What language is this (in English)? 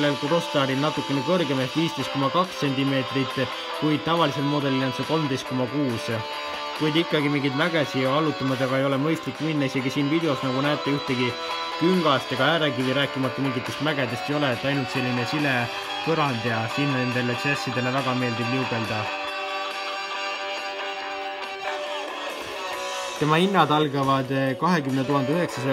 Estonian